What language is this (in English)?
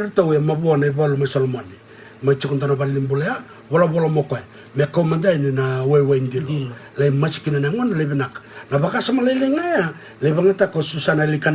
Fijian